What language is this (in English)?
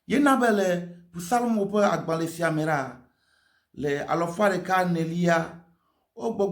Ewe